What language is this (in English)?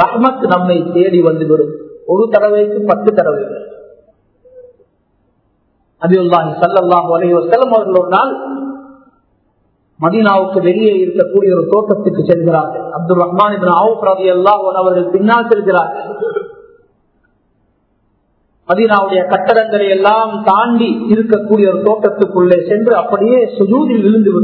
Tamil